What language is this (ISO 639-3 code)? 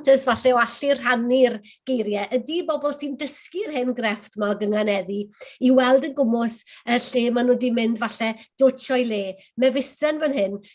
cym